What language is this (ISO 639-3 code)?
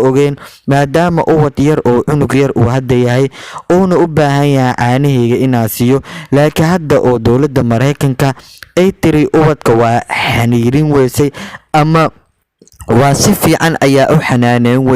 som